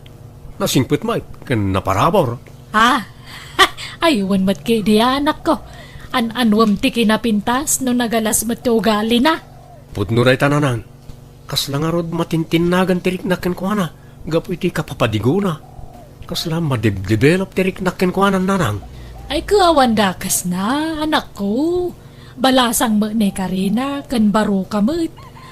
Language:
Iloko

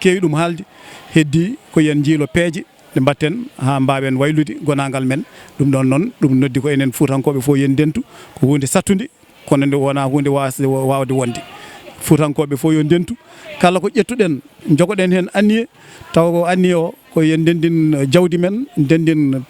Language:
Fula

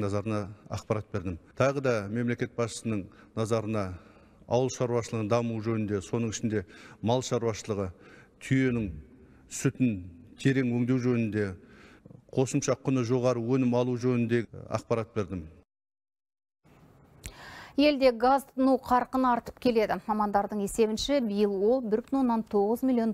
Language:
Kazakh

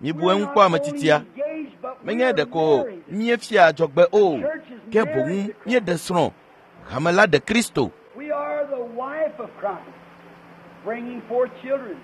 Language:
Ewe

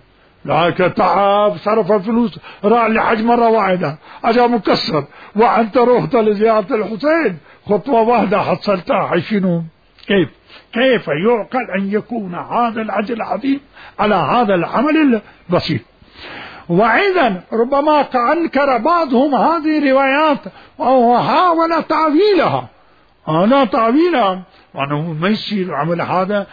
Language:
Mesopotamian Arabic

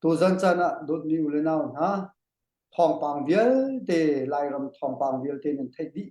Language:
Hakha Chin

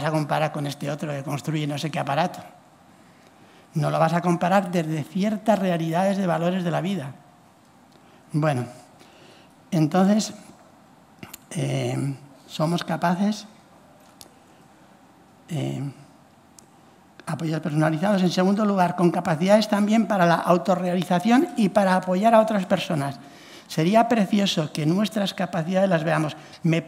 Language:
Spanish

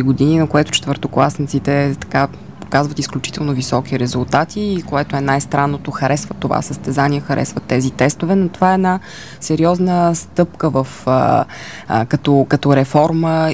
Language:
Bulgarian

